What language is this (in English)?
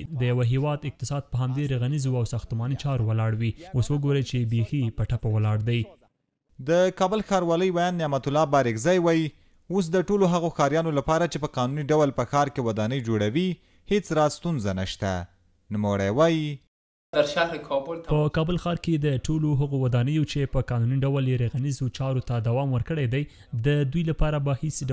Pashto